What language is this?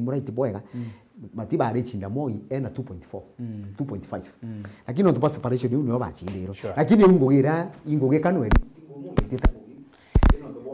Meru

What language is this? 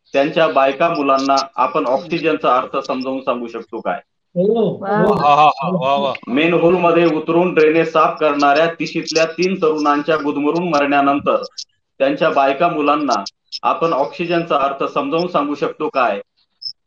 Marathi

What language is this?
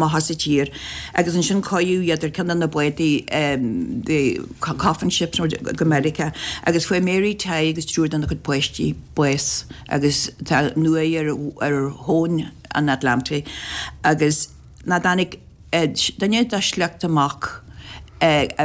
Irish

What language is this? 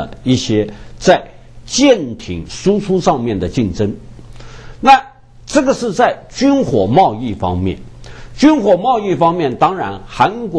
Chinese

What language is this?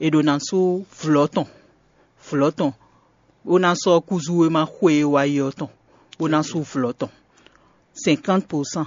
Fon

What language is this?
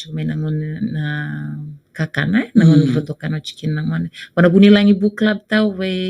Fijian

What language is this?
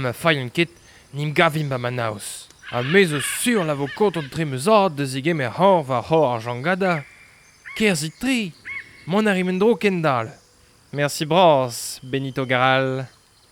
Breton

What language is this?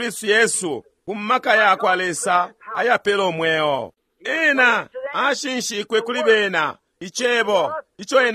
Bemba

